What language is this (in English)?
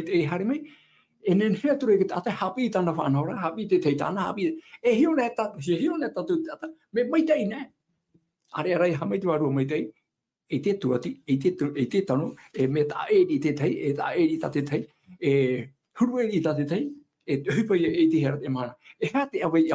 Tahitian